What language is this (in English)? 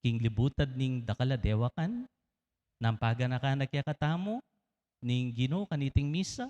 Pampanga